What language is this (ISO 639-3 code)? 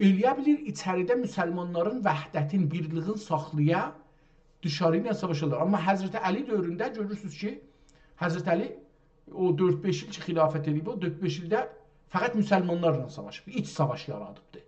azb